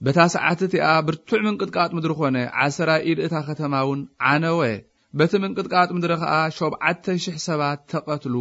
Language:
Tigrinya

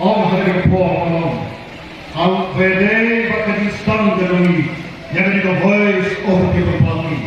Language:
Khasi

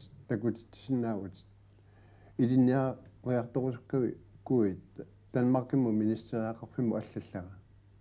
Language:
Kalaallisut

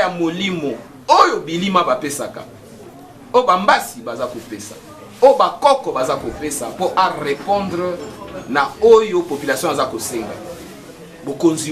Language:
Lingala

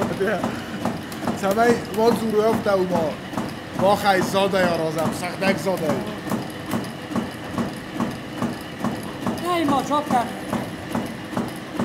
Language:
Ossetic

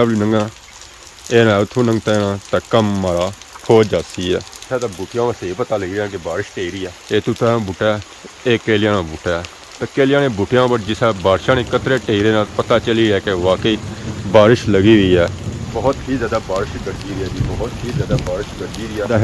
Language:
Pahari-Potwari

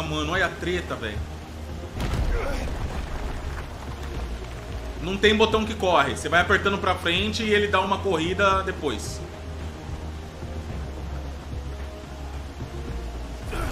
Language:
Portuguese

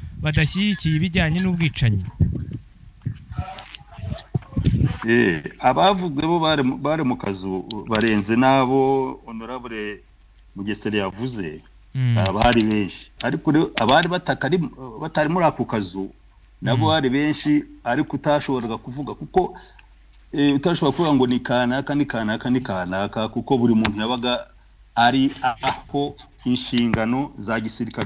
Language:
Kinyarwanda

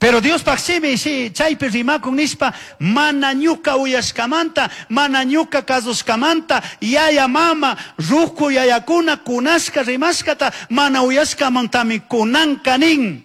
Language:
Chimborazo Highland Quichua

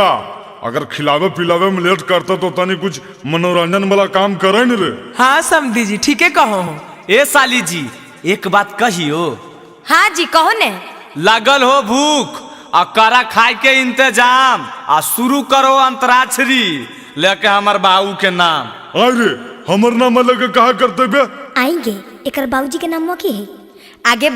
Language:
Magahi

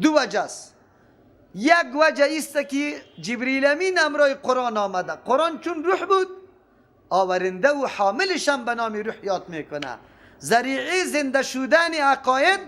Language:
Persian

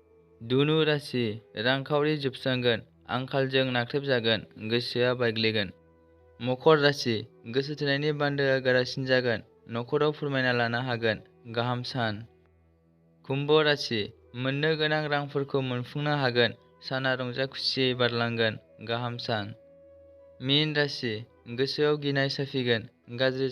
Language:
Bodo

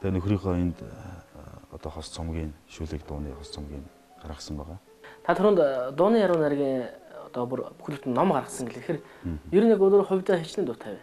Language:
Mongolian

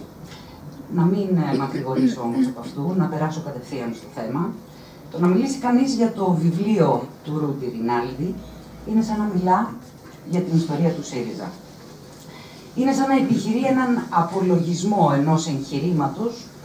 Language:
Greek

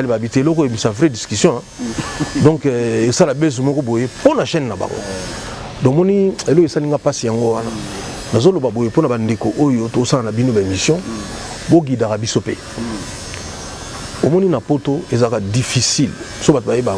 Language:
Lingala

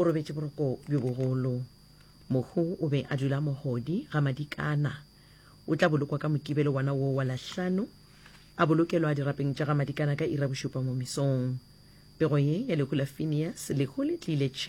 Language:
Northern Sotho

